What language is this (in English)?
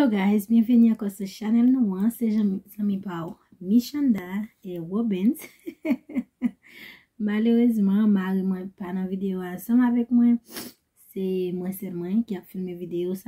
Haitian Creole